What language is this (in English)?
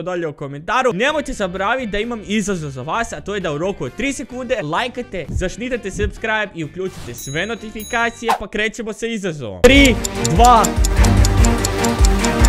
Croatian